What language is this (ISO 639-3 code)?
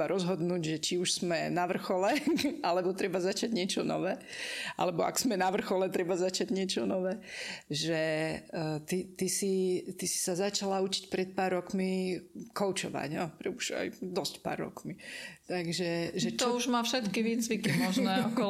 slk